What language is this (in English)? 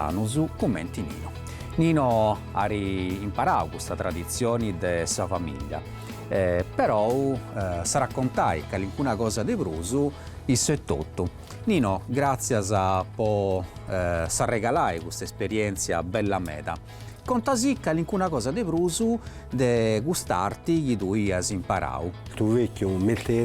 Sardinian